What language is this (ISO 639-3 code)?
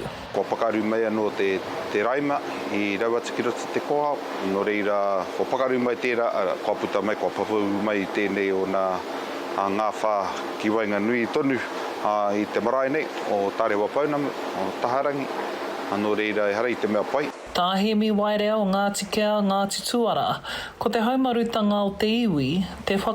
mri